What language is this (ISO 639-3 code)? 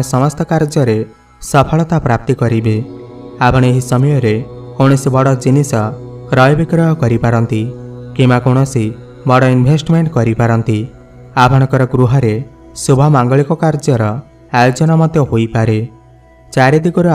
ori